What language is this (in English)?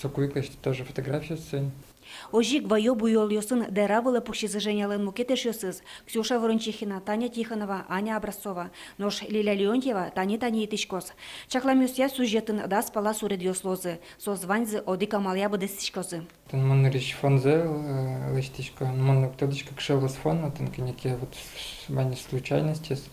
Udmurt